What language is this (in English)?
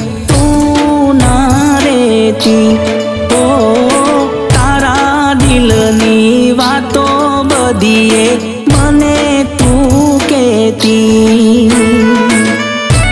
Gujarati